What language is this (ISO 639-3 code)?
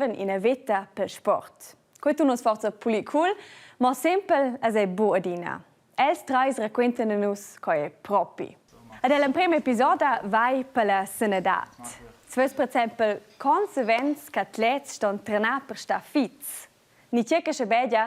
roh